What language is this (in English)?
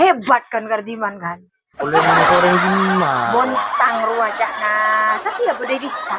Madurese